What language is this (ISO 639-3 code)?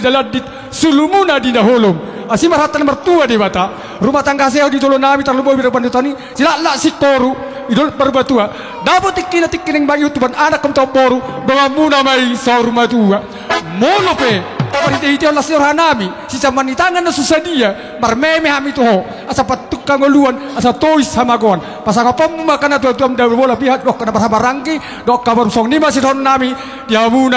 bbc